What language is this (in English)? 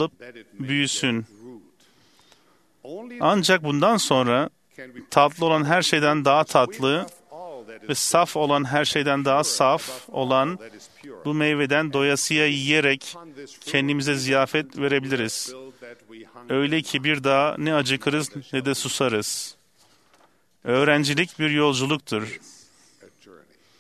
Turkish